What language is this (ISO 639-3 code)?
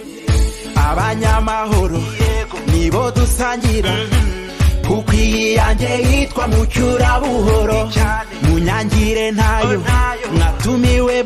kin